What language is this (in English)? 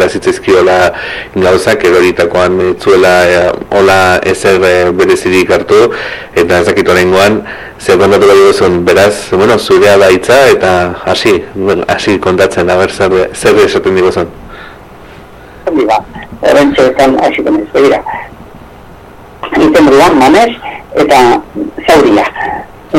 Basque